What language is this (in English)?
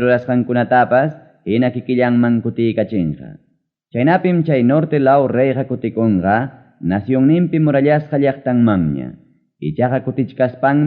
Ayacucho Quechua